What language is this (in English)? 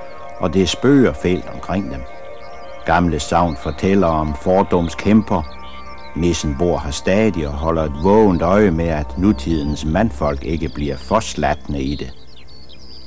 Danish